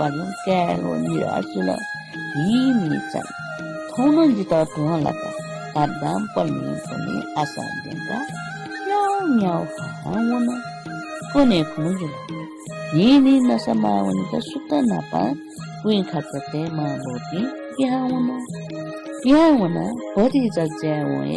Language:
Newari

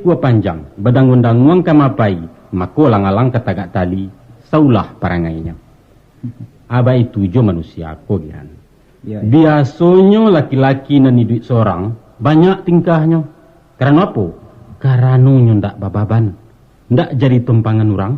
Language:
Minangkabau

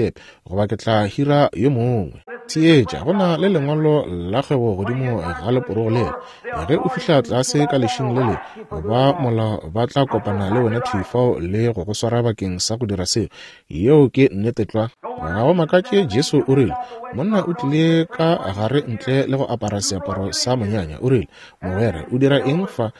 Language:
Northern Sotho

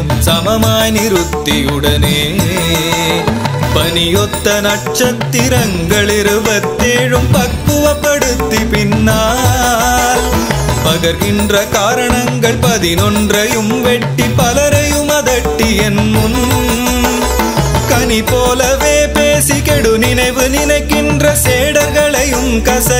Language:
Tamil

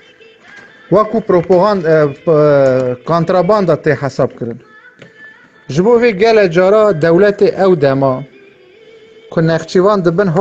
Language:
Kurdish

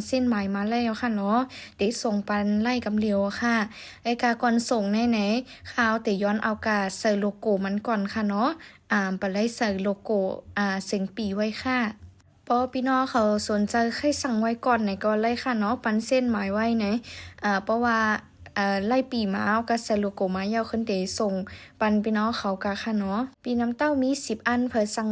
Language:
Shan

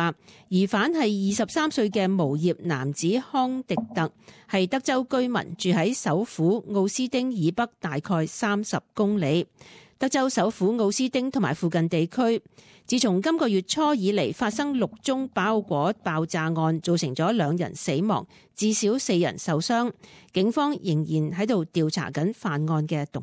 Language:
Cantonese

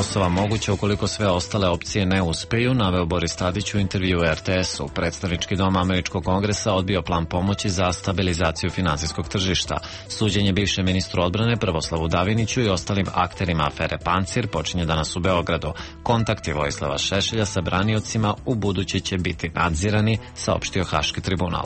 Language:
Serbian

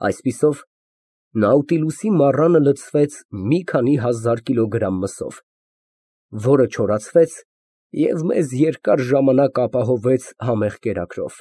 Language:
Armenian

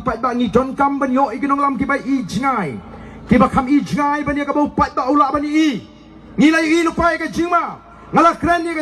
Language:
Khasi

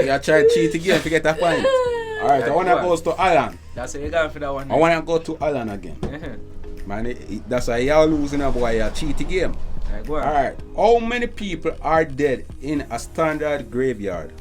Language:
Jamaican Creole English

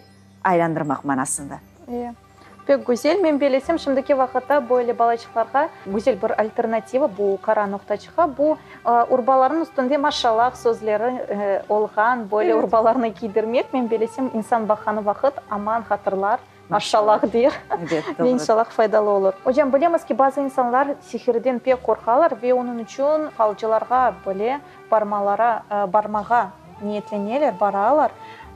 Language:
Crimean Tatar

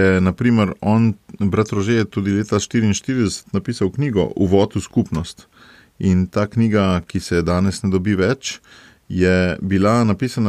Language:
Slovenian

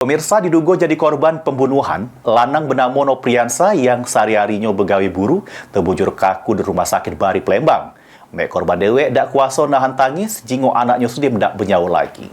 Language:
Musi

